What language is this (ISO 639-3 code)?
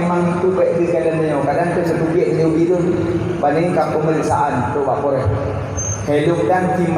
ace